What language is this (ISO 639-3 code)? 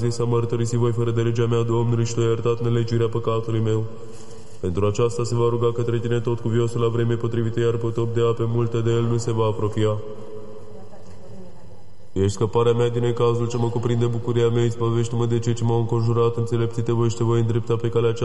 ron